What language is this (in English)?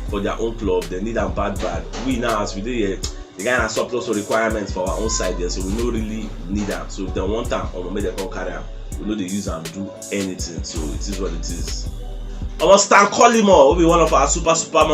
Nigerian Pidgin